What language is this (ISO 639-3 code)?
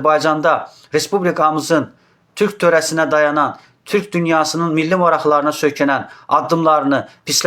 aze